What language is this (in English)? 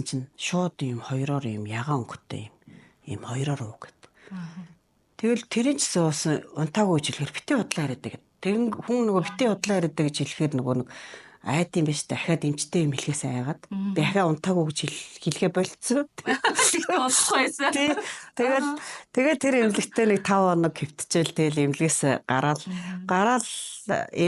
Mongolian